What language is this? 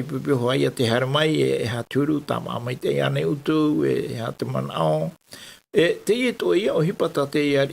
Tahitian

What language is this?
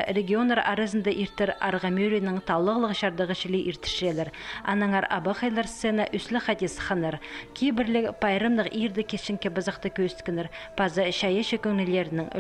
Khakas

